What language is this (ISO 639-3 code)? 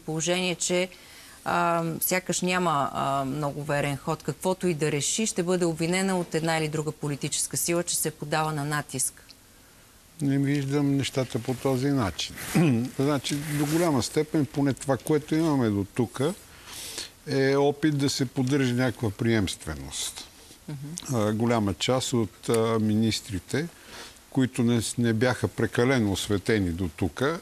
bul